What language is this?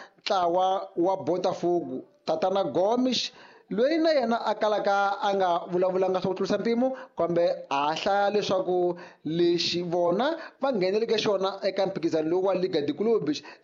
Tsonga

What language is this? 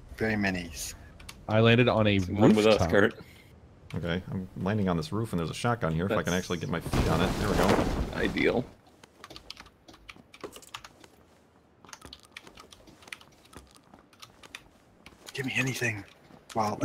English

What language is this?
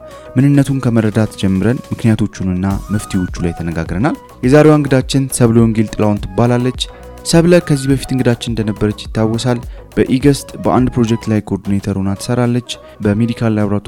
Amharic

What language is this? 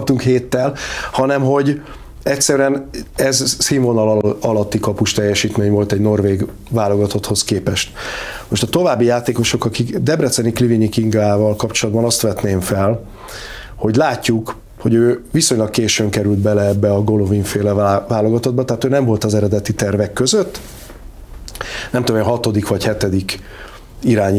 Hungarian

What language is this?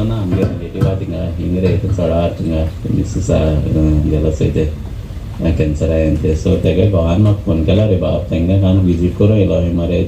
Konkani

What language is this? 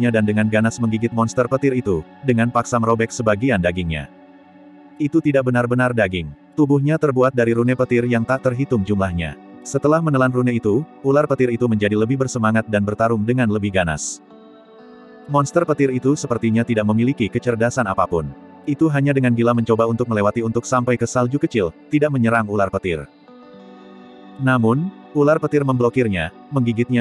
Indonesian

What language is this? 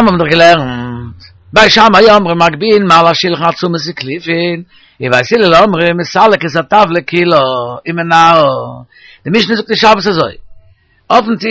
Yiddish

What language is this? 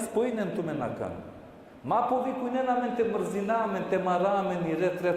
Balkan Romani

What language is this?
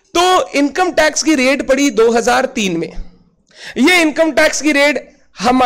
Hindi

